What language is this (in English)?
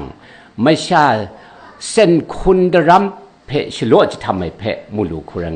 Kachin